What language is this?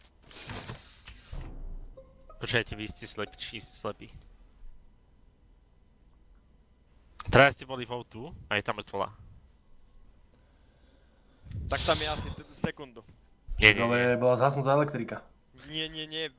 Slovak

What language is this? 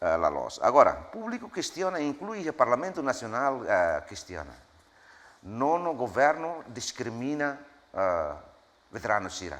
Tetum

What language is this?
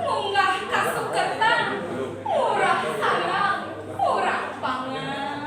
Balinese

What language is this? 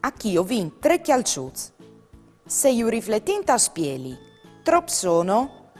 Friulian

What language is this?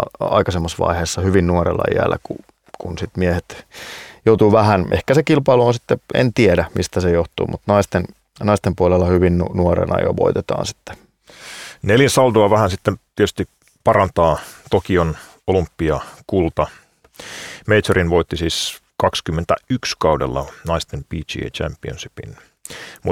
Finnish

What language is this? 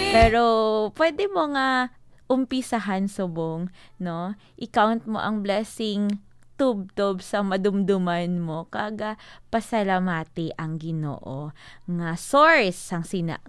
Hiligaynon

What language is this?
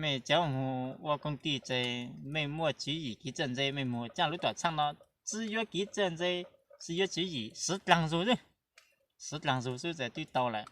Hmong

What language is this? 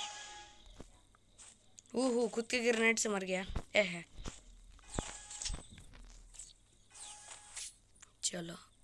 Hindi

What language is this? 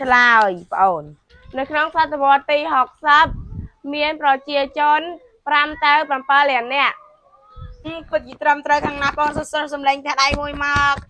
Khmer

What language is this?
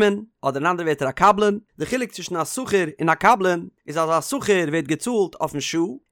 Yiddish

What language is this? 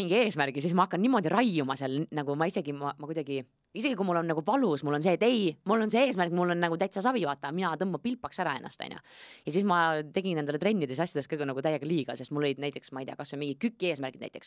Estonian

